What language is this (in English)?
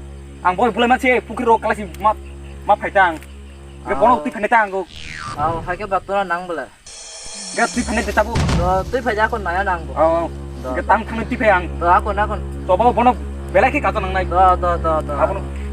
Kok Borok